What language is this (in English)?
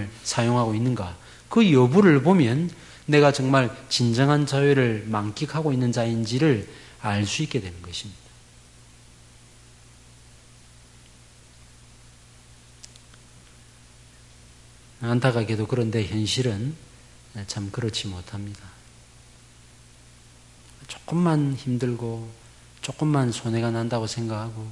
Korean